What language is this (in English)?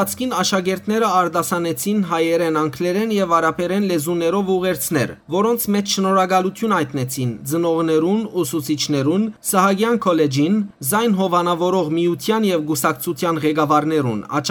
Western Armenian